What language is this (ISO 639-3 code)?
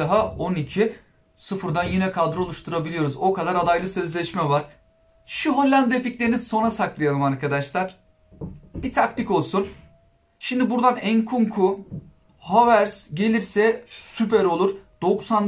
tur